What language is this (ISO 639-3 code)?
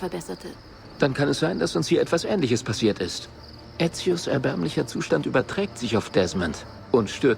bar